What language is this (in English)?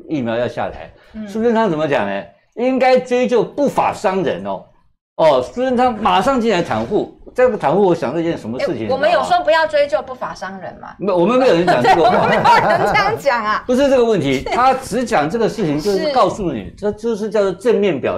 Chinese